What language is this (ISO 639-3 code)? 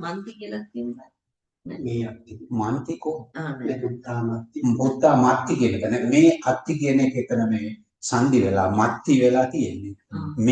sin